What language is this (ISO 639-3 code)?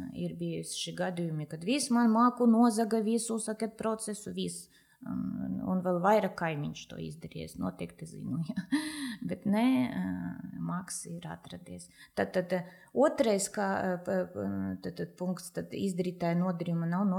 lav